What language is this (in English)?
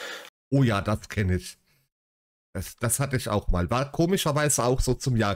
German